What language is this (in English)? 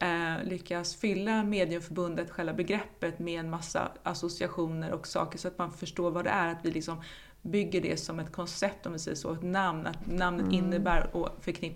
Swedish